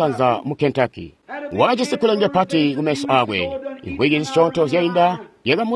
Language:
Tonga (Zambia)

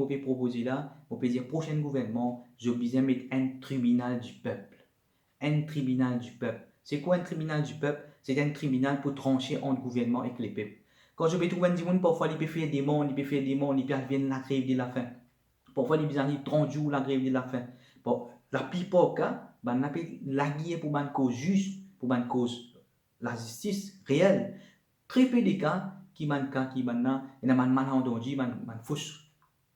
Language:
Morisyen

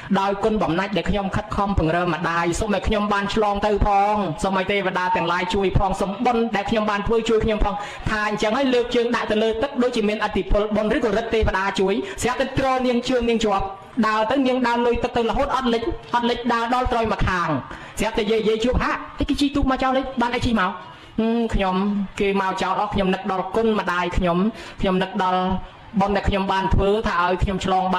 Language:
Khmer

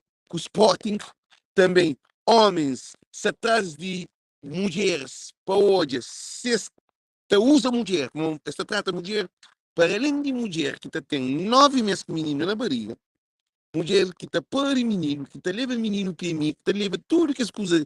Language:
Kabuverdianu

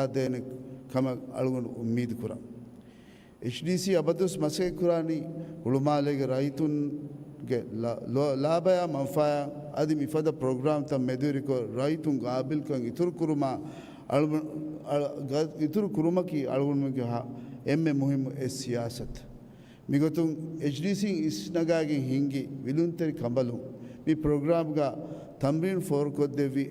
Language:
Divehi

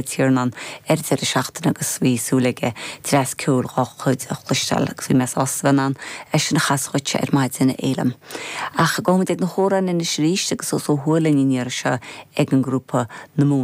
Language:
Irish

